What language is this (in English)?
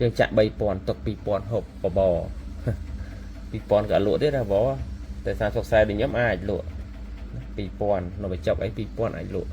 Khmer